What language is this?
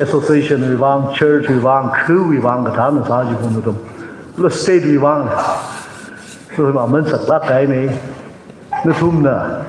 Tangkhul Naga (India)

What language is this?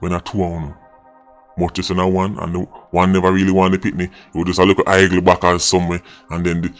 Jamaican Creole English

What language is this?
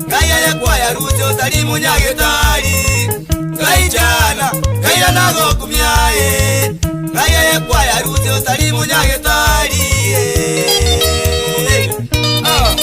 Gusii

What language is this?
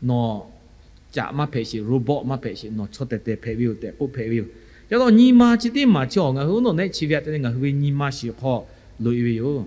Lahu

